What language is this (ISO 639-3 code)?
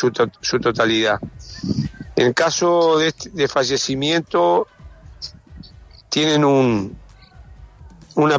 spa